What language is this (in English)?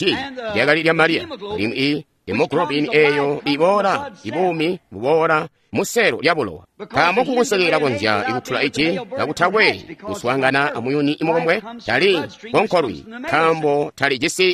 Tonga (Zambia)